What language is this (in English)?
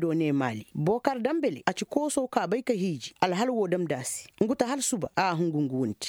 Koyraboro Senni